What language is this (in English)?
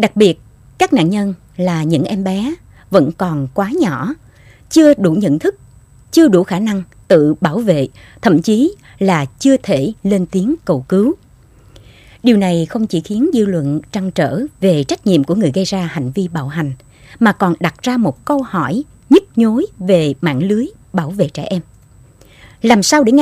Vietnamese